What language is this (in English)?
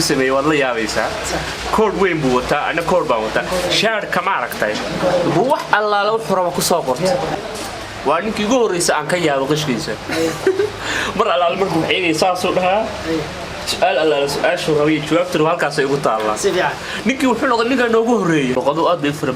Somali